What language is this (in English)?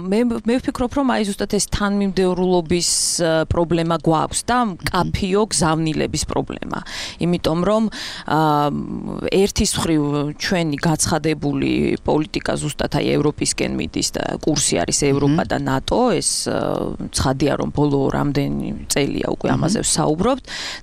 Georgian